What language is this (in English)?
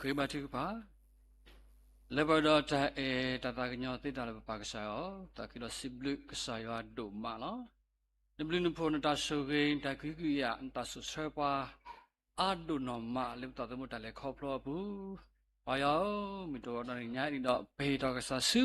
S'gaw Karen